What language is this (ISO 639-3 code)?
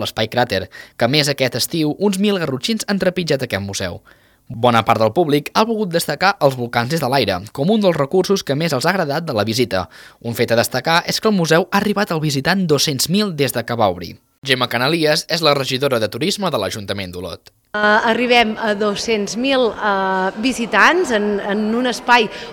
cat